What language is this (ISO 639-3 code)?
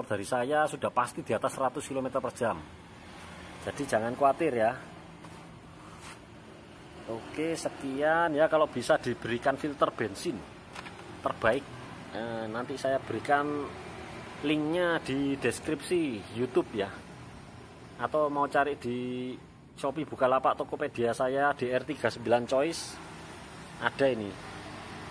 ind